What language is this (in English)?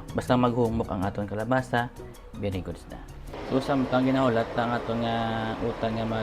Hiligaynon